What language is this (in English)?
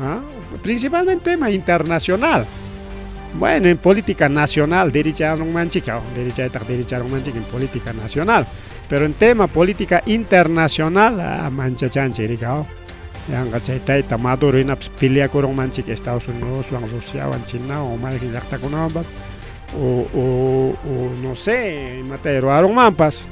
Ayacucho Quechua